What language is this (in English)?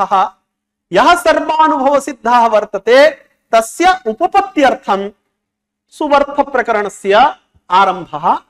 Sanskrit